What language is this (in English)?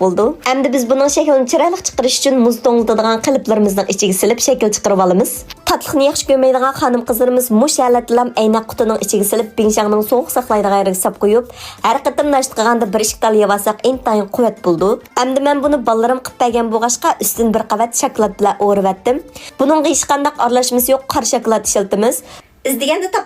Uyghur